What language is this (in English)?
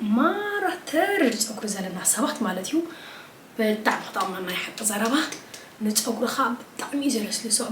Tigrinya